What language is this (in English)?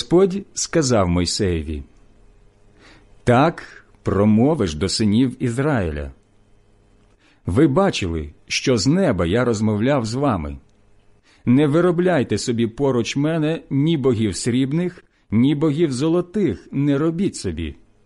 Ukrainian